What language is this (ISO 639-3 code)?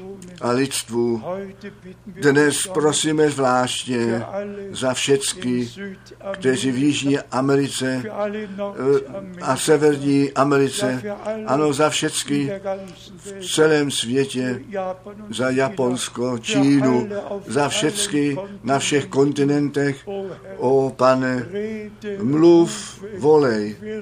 ces